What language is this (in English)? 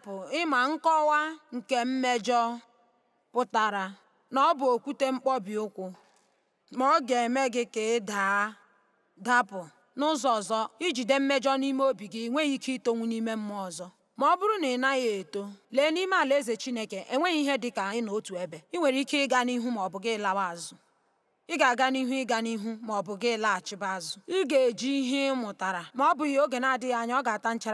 Igbo